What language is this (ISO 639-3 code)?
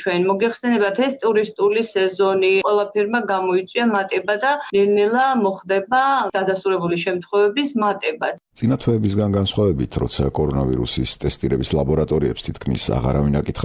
kat